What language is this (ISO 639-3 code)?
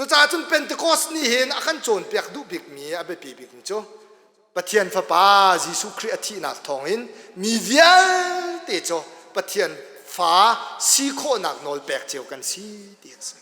cnh